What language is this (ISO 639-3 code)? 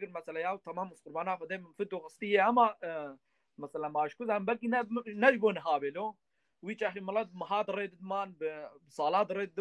kur